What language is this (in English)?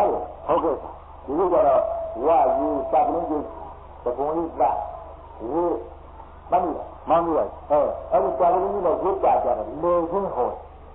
Burmese